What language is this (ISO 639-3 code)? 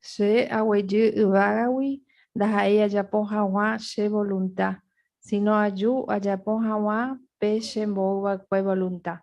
grn